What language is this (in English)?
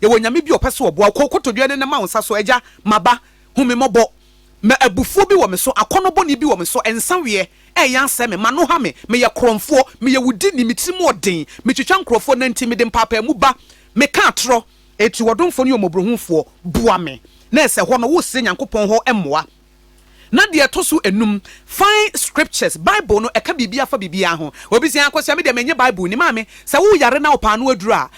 Akan